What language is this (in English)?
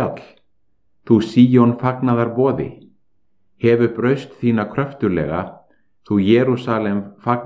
Icelandic